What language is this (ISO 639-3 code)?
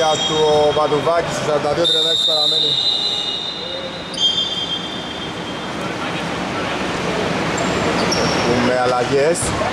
ell